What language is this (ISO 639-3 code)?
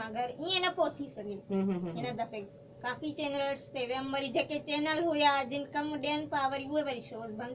snd